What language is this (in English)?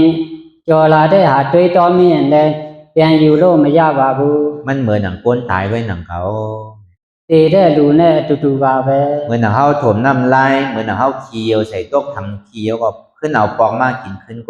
Shan